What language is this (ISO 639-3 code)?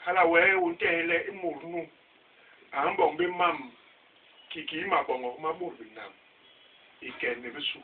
bas